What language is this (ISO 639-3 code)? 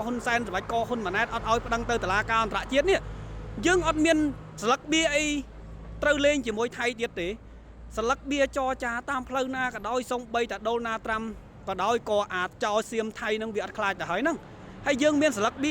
khm